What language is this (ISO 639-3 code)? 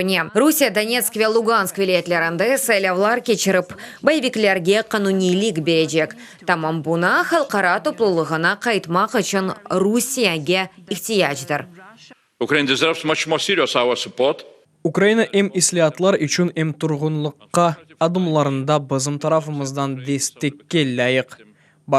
crh